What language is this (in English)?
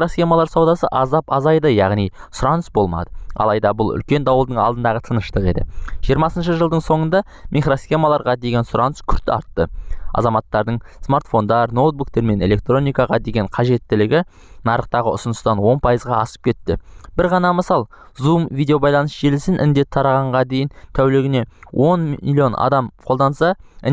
Kazakh